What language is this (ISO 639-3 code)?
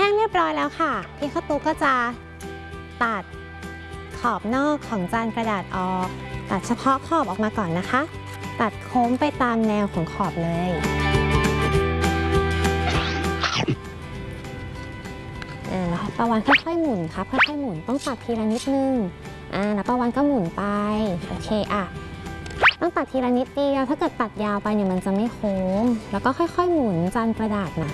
tha